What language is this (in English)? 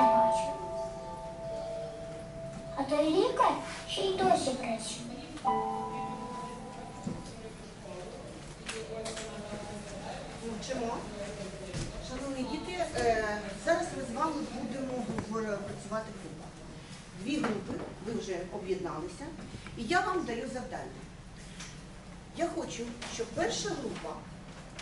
Ukrainian